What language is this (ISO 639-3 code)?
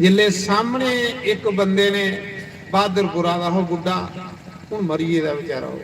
doi